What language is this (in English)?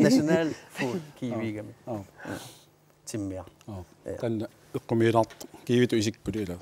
Kalaallisut